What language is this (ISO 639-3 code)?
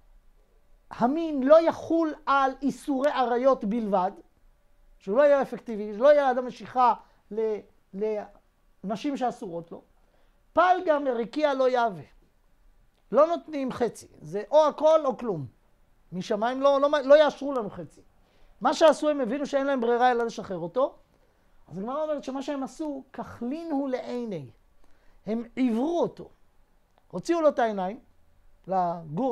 heb